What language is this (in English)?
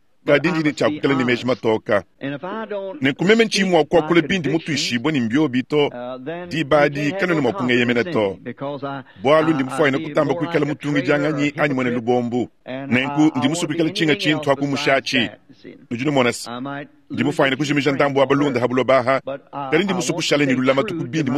Luba-Lulua